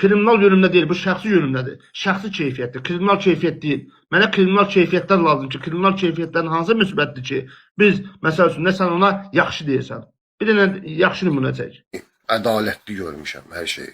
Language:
Azerbaijani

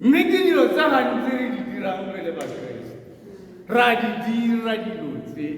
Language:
Tswana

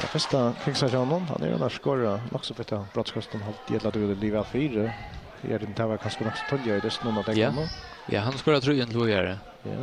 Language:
Faroese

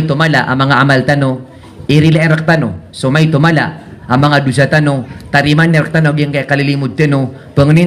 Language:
Maranao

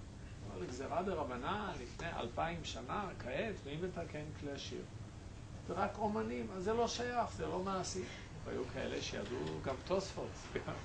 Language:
Hebrew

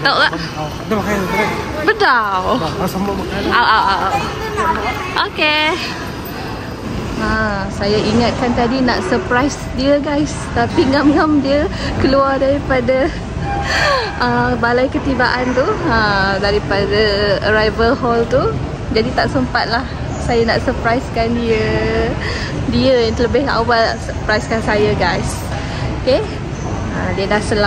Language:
Malay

